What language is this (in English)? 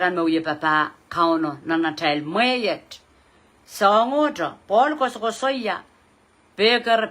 Pohnpeian